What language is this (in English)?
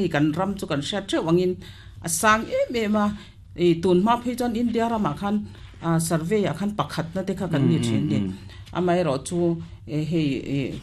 Mizo